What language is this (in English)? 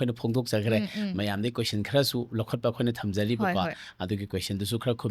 Manipuri